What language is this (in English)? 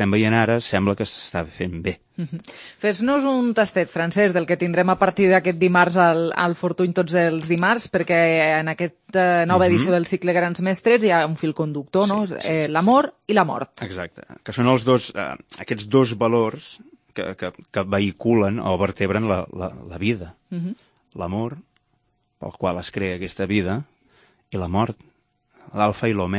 Catalan